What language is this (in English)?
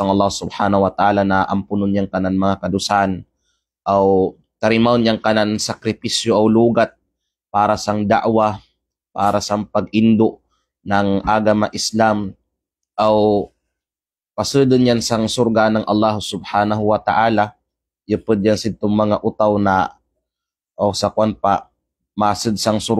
Kalagan